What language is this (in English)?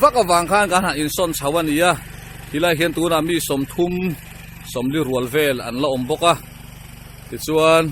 Mizo